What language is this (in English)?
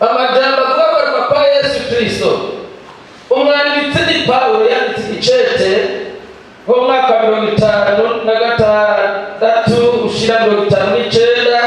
Rundi